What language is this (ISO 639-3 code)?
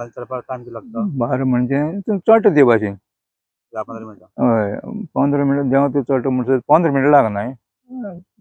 kok